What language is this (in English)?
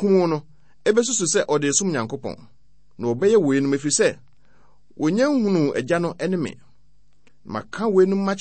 Akan